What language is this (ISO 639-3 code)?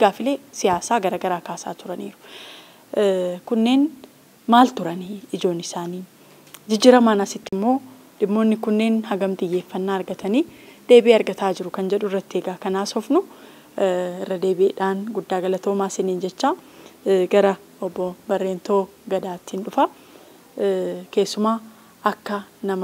orm